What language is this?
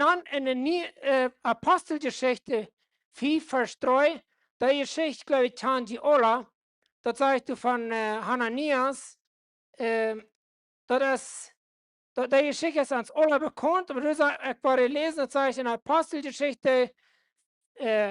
Plautdietsch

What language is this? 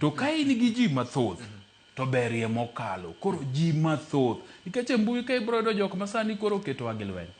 Luo (Kenya and Tanzania)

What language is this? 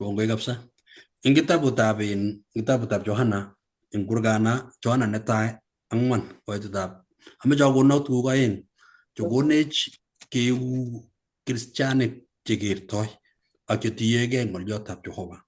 Kalenjin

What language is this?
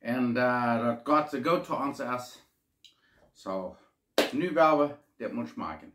Plautdietsch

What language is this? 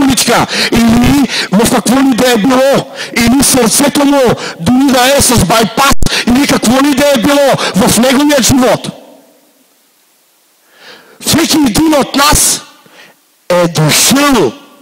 Bulgarian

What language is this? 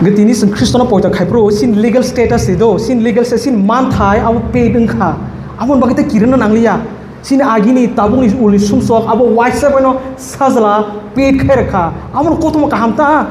Kok Borok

